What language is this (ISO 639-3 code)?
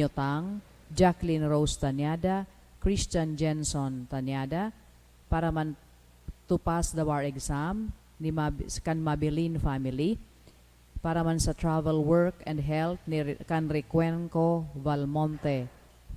bik